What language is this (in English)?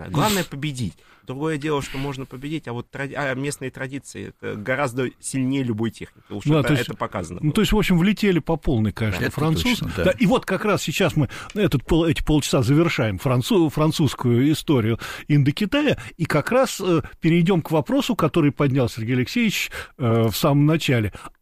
Russian